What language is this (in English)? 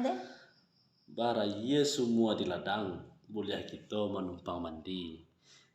Minangkabau